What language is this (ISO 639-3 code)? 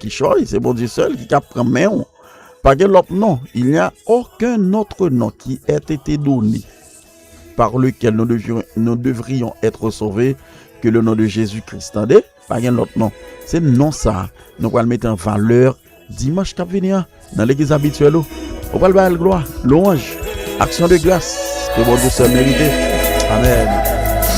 hat